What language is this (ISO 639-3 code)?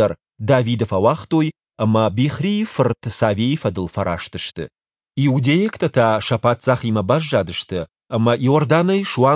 oss